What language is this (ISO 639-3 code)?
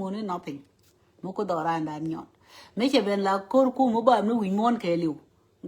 nus